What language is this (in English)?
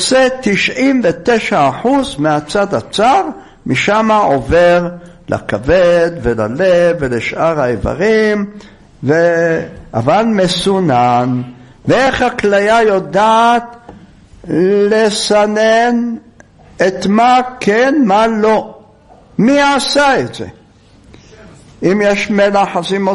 Hebrew